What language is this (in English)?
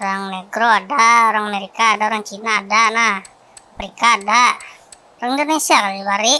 Banjar